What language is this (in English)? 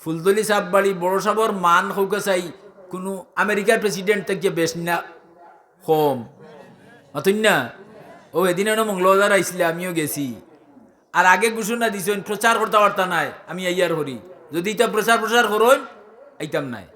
Sylheti